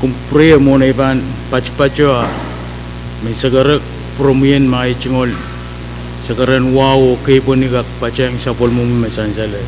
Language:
Pohnpeian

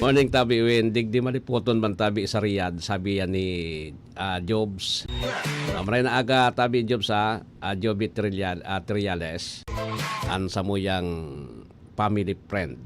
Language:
Bikol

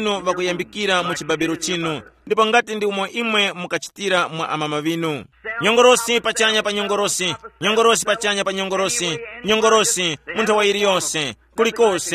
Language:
Tumbuka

